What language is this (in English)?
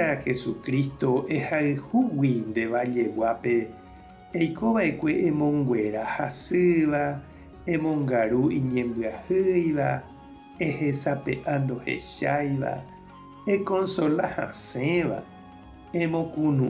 Guarani